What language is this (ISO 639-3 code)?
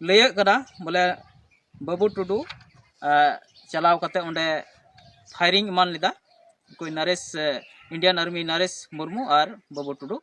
sat